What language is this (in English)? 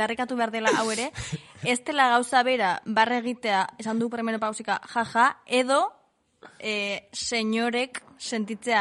Basque